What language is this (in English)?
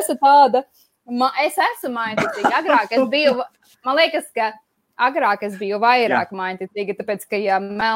Latvian